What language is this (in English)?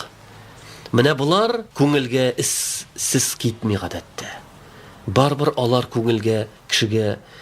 Tatar